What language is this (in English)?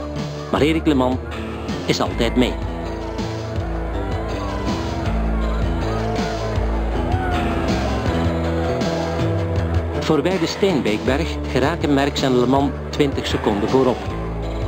Dutch